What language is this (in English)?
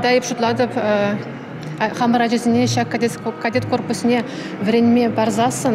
Chuvash